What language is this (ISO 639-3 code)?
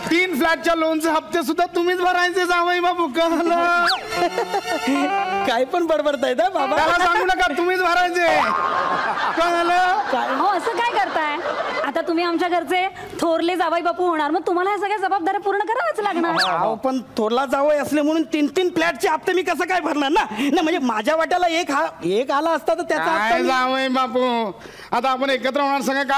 mar